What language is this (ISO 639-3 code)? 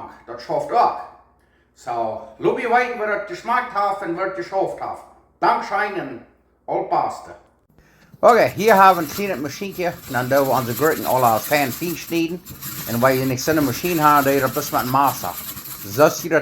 pdt